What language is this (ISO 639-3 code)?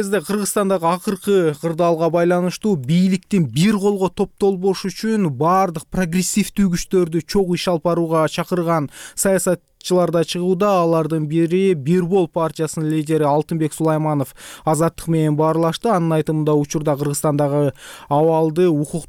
kir